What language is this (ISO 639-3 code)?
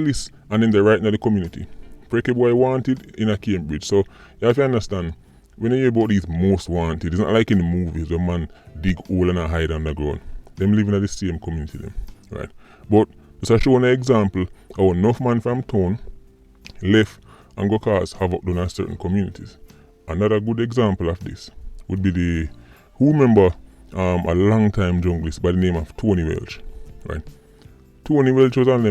jam